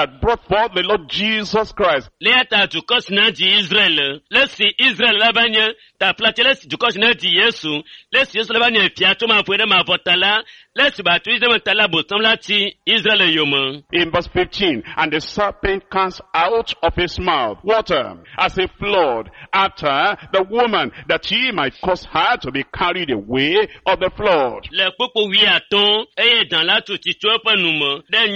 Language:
Ewe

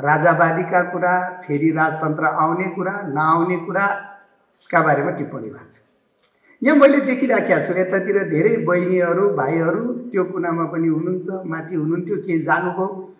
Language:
Nepali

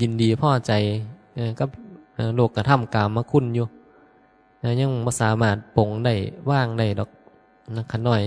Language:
Northeastern Thai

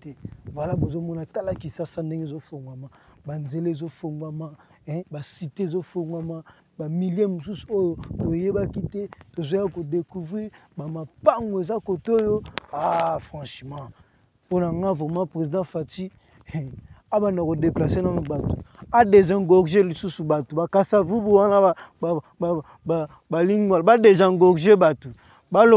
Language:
Lingala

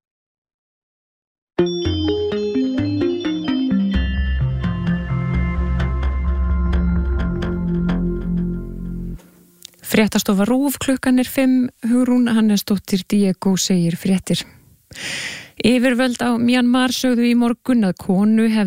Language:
Icelandic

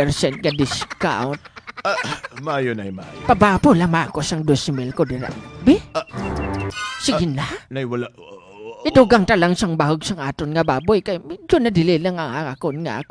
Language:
Hiligaynon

